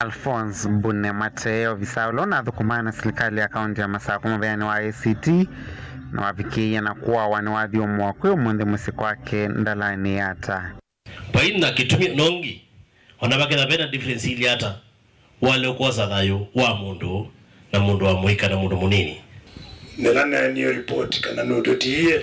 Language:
Kamba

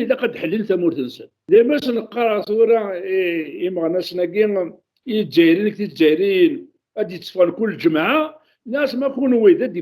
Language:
Kabyle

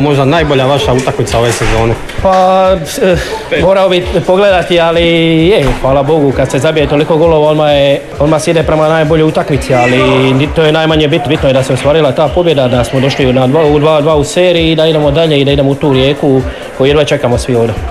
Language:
Croatian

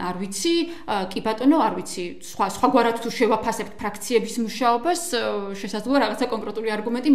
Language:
Georgian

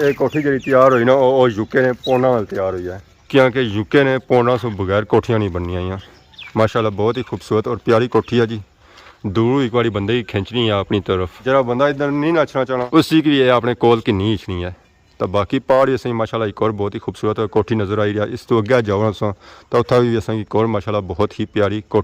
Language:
Pahari-Potwari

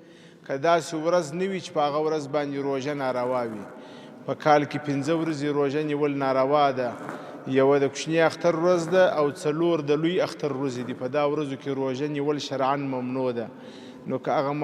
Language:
Pashto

